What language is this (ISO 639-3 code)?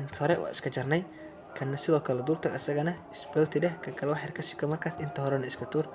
som